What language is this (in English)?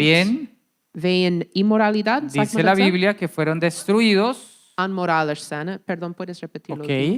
Plautdietsch